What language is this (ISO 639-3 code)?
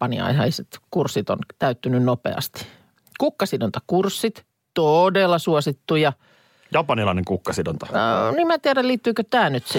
fin